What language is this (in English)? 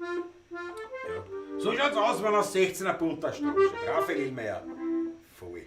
Bavarian